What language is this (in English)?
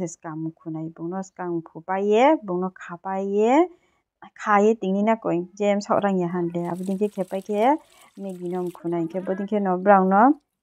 Riang (India)